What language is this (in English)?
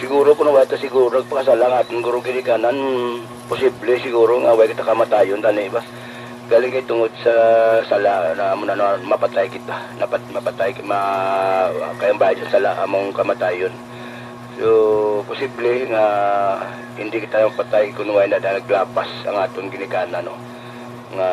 Hiligaynon